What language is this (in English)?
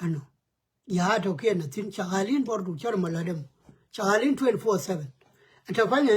Nuer